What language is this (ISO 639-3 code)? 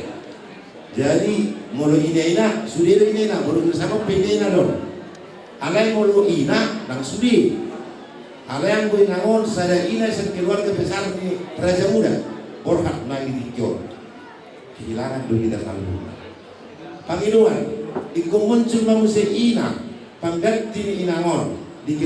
bbc